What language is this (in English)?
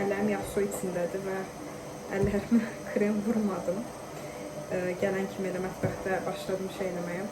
Azerbaijani